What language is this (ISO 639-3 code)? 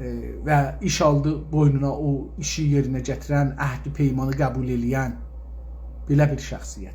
azb